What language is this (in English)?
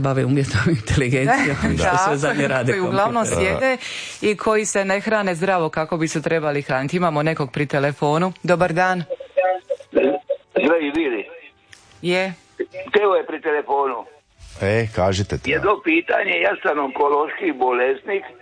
Croatian